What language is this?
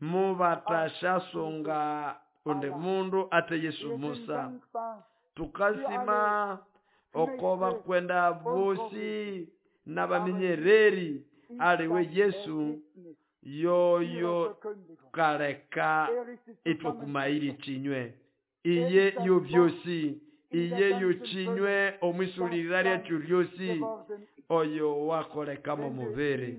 Nande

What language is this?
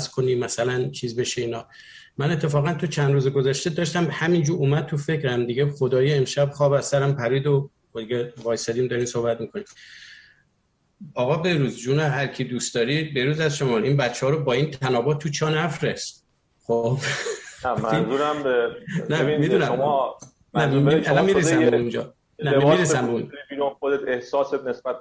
Persian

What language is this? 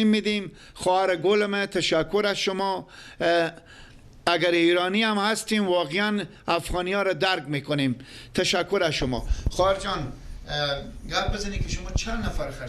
Persian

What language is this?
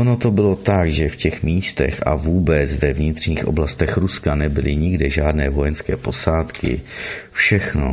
Czech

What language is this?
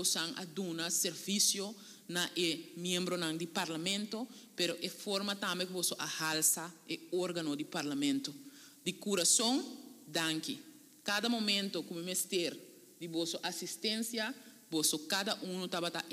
Papiamento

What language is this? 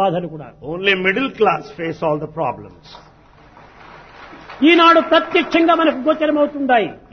Telugu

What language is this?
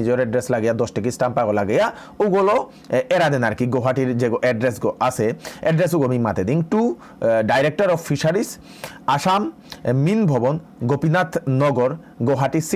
Bishnupriya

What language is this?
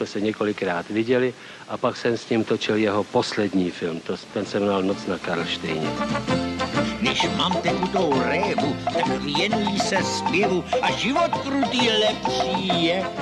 Czech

